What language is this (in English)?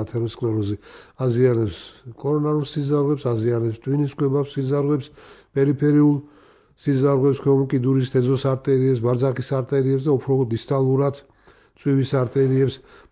Georgian